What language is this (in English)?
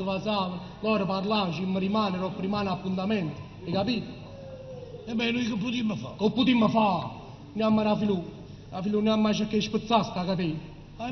Neapolitan